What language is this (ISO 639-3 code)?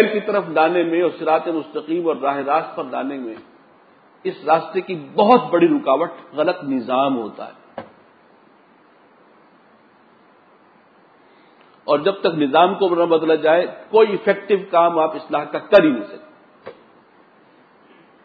urd